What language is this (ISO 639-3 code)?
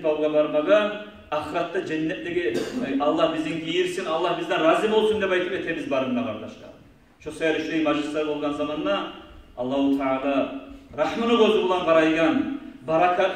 kum